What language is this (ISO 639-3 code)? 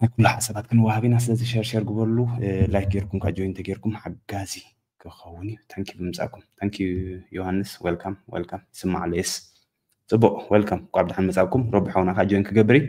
tir